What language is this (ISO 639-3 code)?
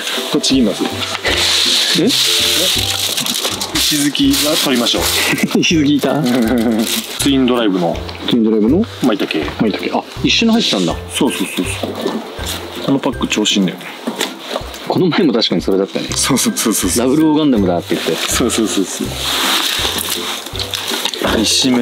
jpn